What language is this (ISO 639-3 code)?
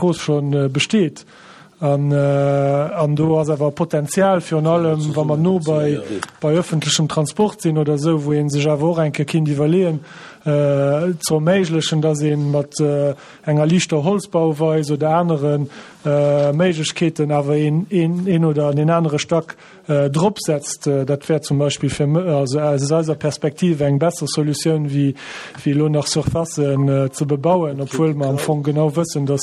ltz